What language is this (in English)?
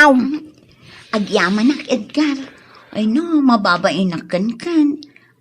Iloko